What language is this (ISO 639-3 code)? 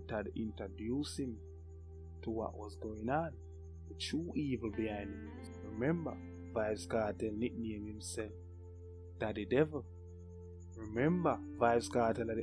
jam